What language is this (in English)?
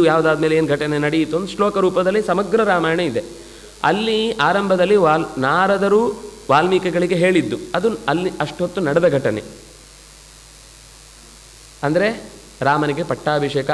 Kannada